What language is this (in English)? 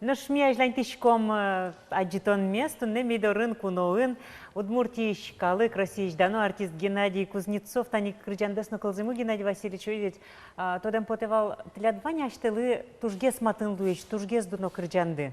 Udmurt